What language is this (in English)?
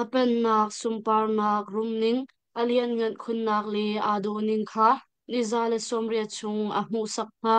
Hakha Chin